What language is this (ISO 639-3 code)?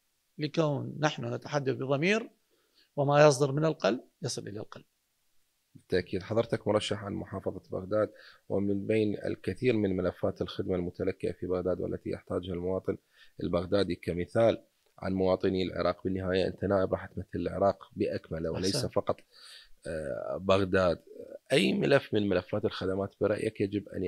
acm